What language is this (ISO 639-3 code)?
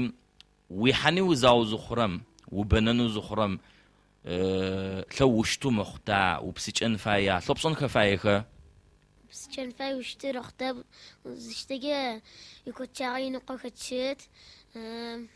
ady